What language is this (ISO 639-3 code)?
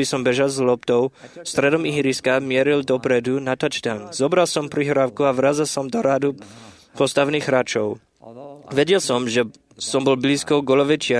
slk